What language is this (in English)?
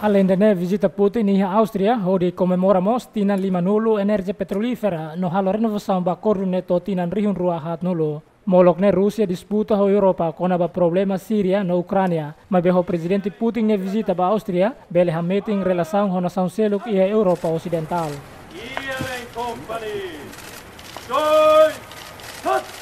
Tetum